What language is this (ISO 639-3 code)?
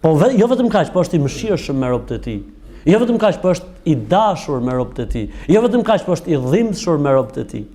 sqi